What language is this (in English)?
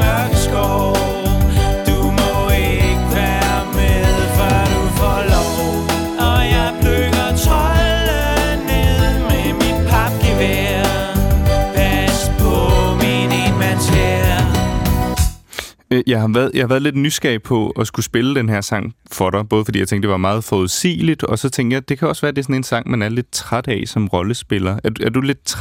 Danish